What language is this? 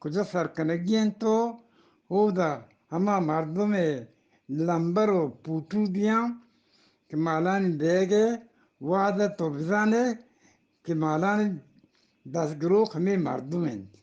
Eastern Balochi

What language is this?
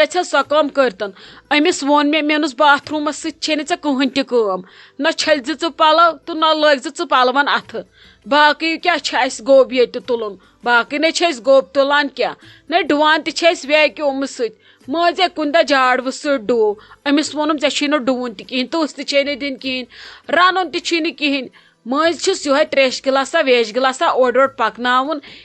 Kashmiri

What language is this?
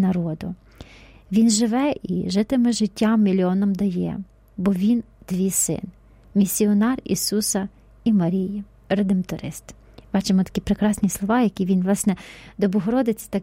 Ukrainian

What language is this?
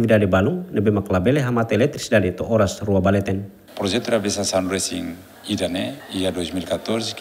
Tetum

